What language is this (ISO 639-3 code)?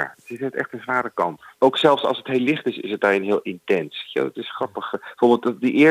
nld